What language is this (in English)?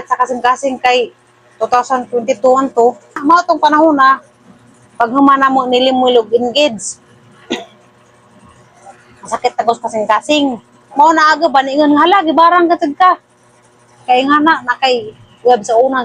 Cebuano